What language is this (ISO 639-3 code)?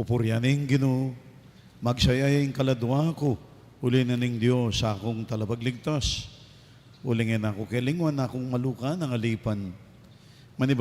pam